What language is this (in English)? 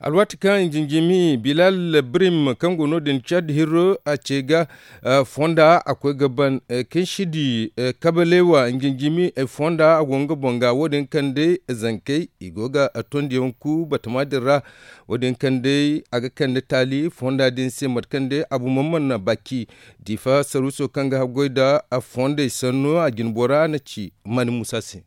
Zarma